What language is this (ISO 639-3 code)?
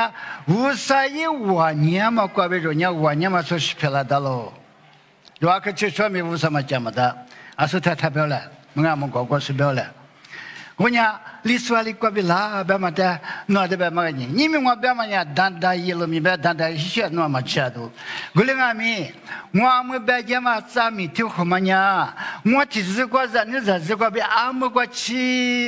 lis